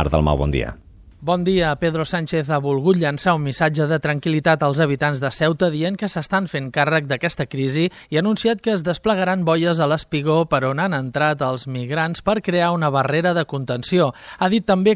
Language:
Catalan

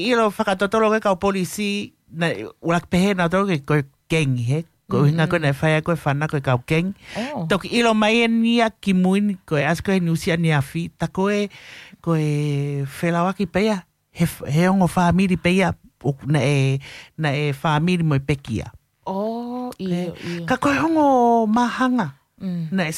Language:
Tongan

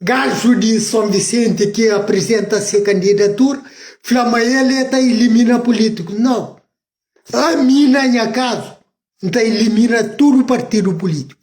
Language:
Kabuverdianu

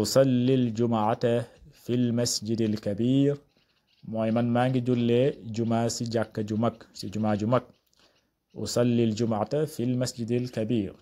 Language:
Wolof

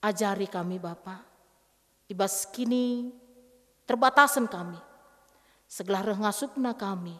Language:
Batak Karo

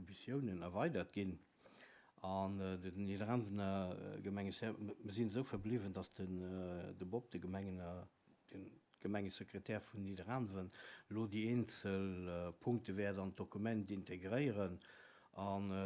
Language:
Luxembourgish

